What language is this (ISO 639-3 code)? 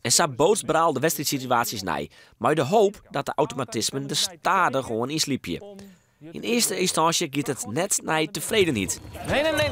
fry